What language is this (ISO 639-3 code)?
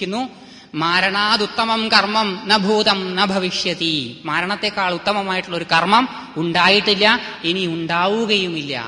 mal